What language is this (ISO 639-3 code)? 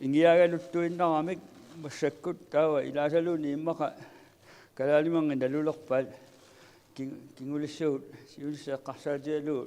kal